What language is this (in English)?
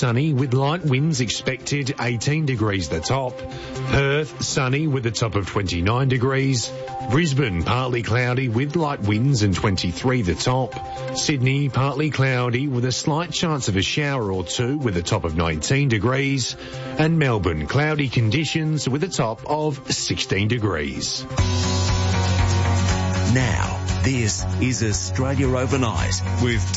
English